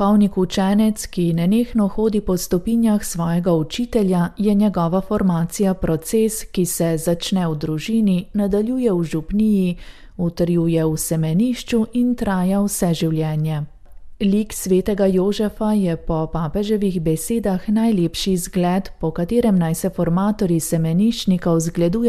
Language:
Slovenian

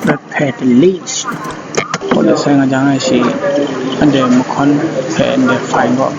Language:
Kachin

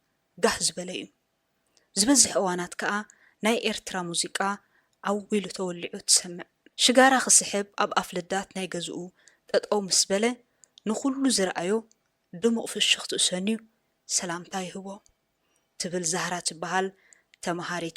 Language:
Tigrinya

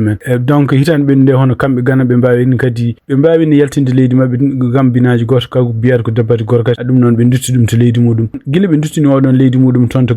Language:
Fula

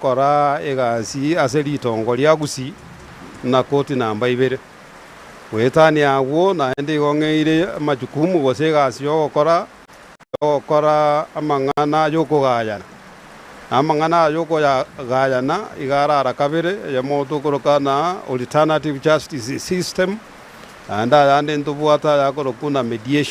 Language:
Gusii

